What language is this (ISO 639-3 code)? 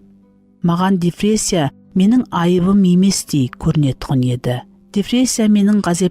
kaa